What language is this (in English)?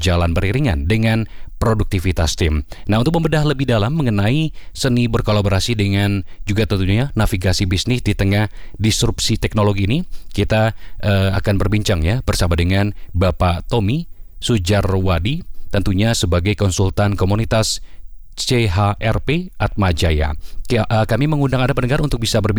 Indonesian